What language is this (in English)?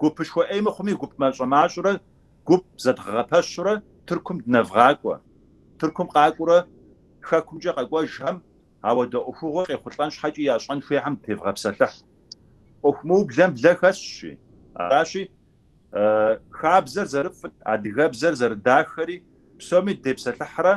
Kabardian